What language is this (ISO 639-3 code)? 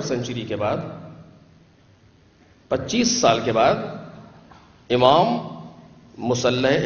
urd